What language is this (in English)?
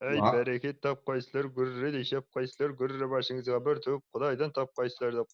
Kara-Kalpak